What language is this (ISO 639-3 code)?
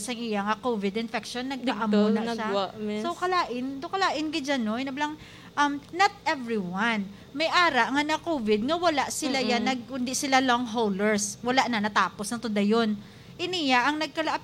hil